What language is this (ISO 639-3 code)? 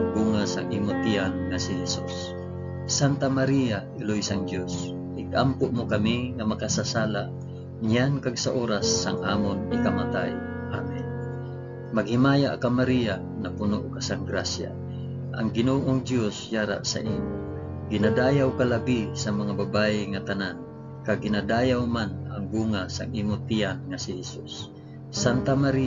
hil